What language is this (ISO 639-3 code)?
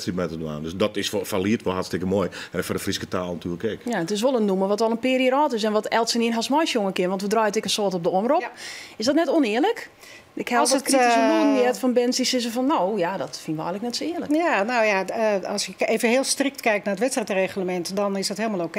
fry